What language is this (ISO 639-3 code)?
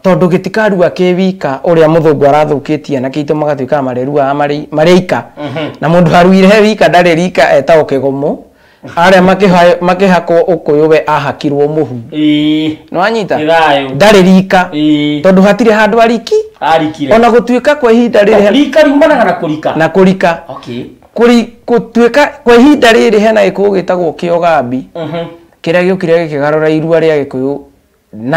kik